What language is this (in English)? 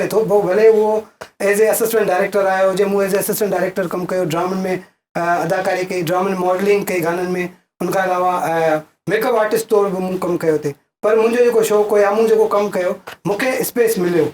Sindhi